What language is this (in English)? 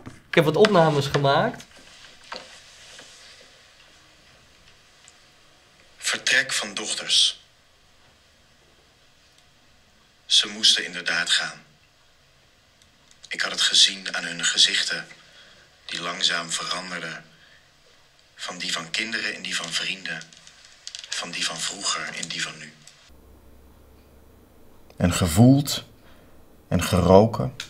Dutch